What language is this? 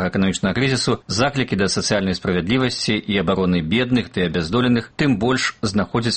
Belarusian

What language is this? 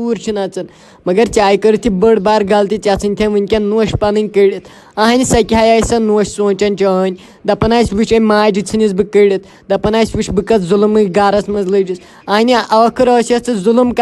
Kashmiri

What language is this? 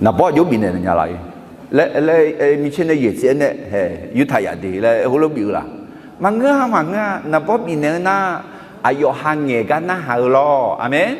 Akha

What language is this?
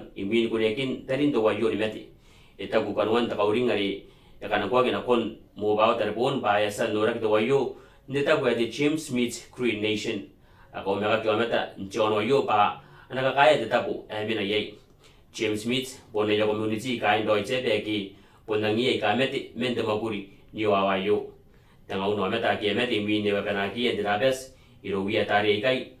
Gilbertese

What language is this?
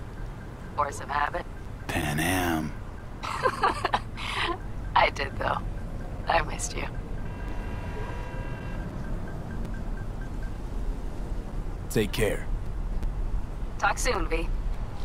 English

